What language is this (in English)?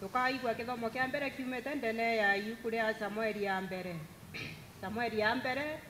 Meru